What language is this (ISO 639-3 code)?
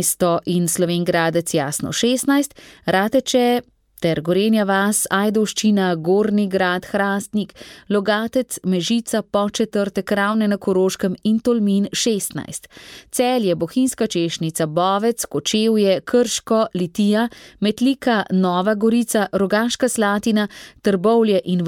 slv